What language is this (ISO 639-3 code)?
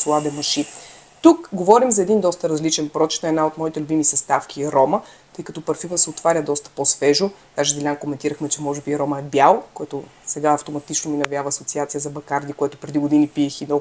bul